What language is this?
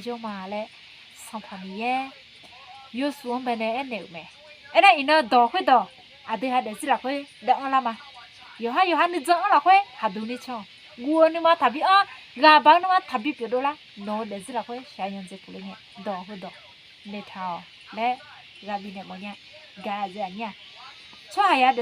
Akha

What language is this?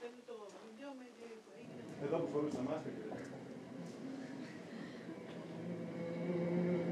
Greek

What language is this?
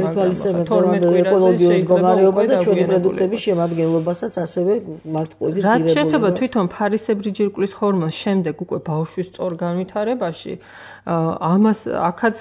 Georgian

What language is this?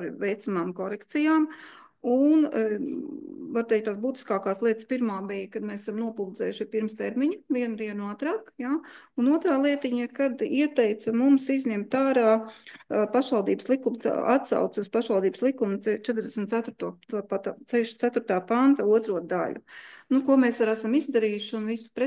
Latvian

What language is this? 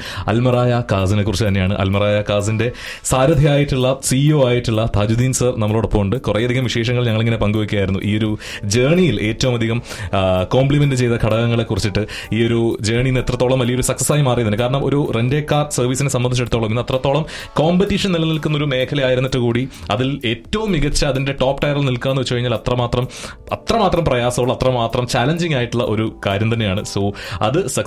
Malayalam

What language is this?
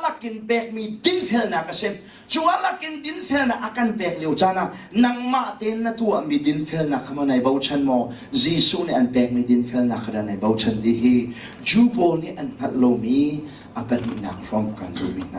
Hakha Chin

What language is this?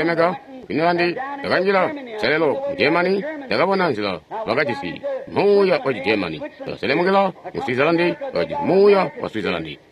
Tonga (Zambia)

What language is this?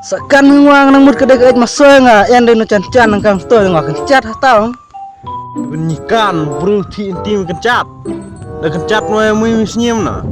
Khasi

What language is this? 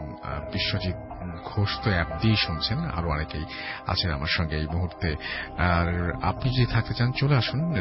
Bangla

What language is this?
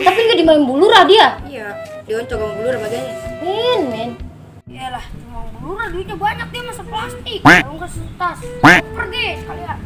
Betawi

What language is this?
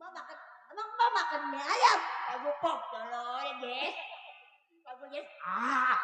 Betawi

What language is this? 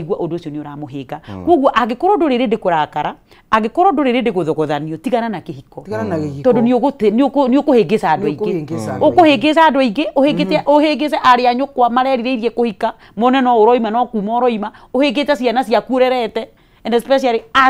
Kikuyu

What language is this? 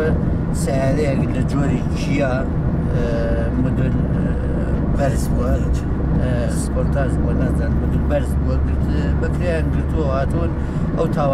Central Kurdish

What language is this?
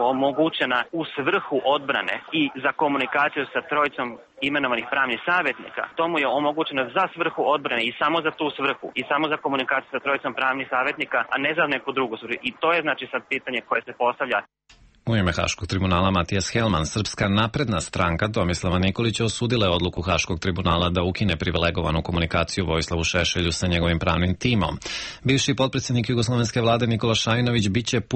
Serbian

